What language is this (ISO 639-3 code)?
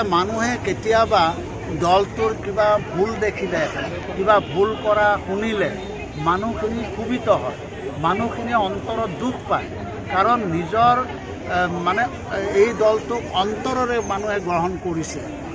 asm